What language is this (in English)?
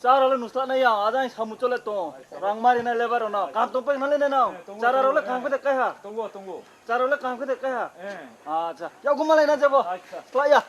Riang (India)